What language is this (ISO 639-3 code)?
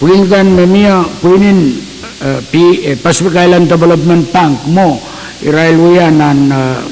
pon